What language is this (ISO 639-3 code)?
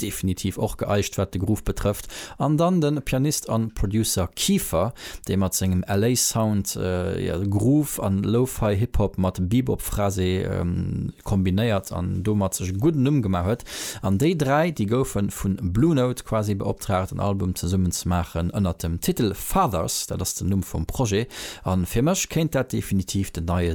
ltz